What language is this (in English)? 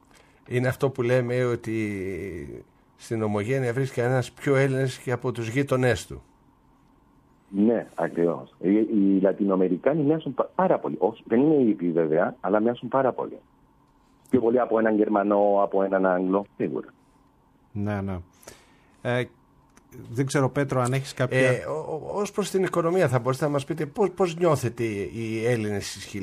Greek